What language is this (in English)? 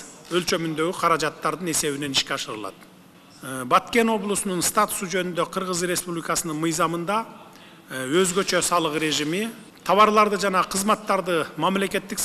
Kyrgyz